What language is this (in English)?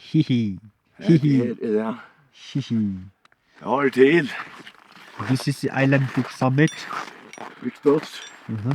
Faroese